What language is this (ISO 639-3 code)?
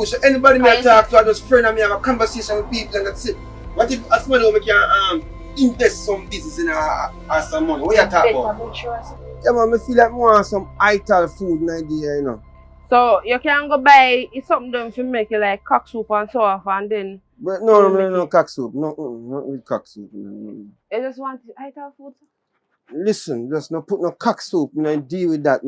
jam